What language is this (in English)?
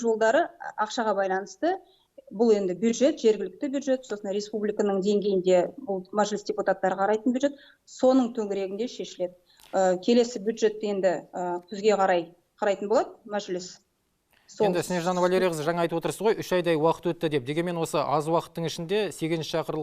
Kazakh